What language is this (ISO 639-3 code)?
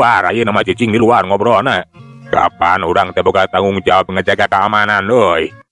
sun